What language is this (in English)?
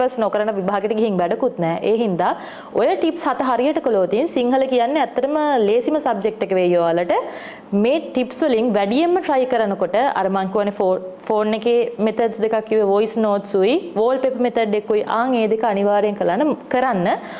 Sinhala